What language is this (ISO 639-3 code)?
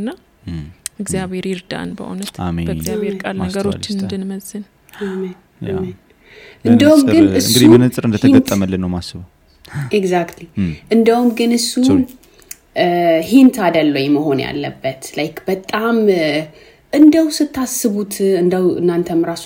amh